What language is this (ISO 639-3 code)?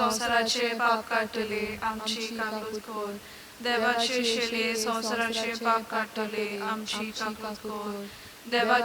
kok